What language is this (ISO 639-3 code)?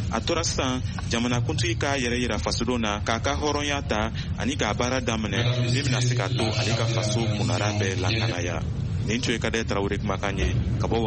bam